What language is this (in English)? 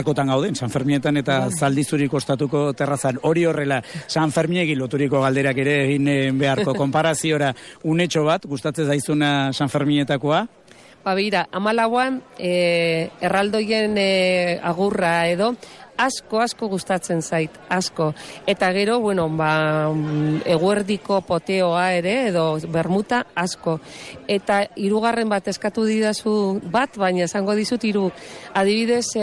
Basque